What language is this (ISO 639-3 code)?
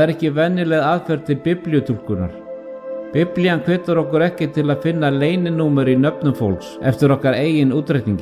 isl